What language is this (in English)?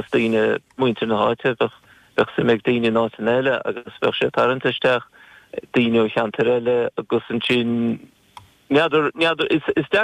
Irish